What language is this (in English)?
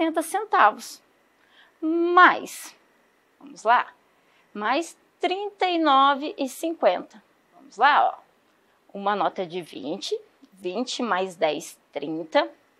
Portuguese